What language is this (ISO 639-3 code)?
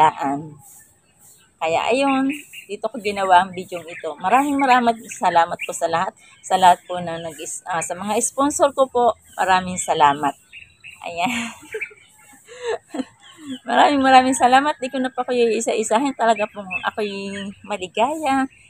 fil